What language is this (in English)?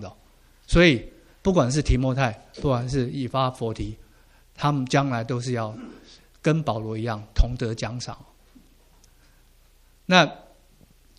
Chinese